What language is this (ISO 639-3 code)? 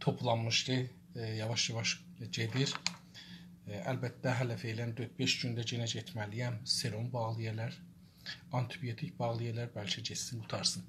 azb